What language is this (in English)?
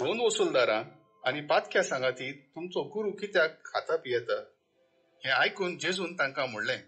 Konkani